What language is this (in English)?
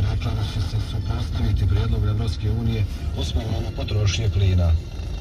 Croatian